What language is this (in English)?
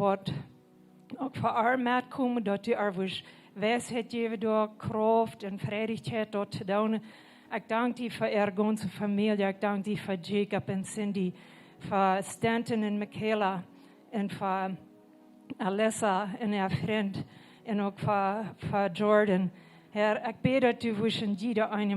Plautdietsch